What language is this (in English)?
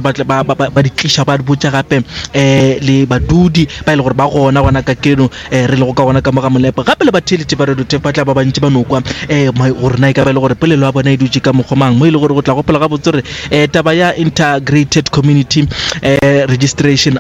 Northern Sotho